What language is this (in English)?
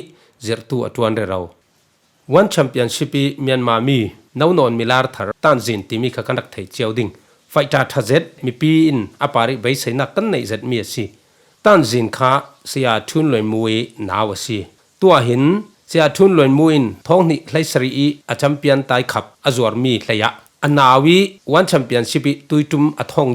Falam Chin